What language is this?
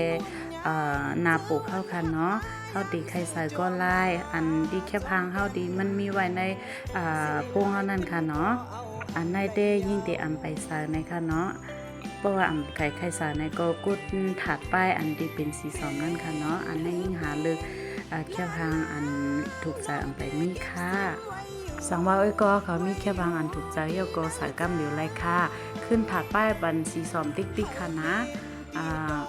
Shan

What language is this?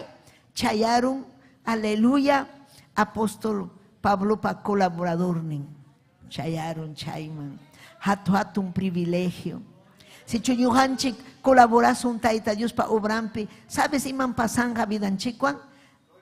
Ayacucho Quechua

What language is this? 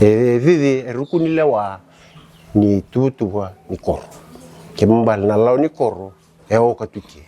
Fijian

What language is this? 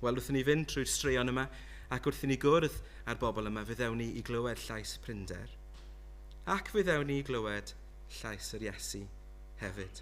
Welsh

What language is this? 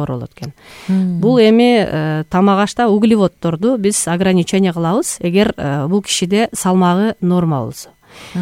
Kyrgyz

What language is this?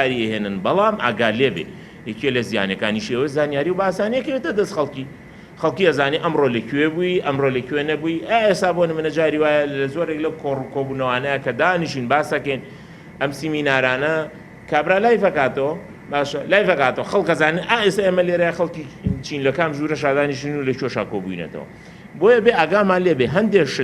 Central Kurdish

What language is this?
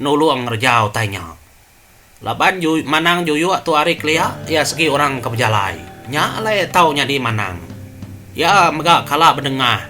Iban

